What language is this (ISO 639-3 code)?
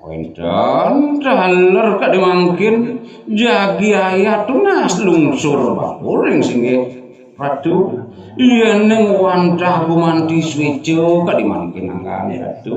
ban